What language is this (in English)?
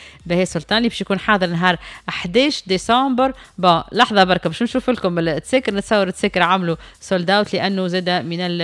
Tunisian Arabic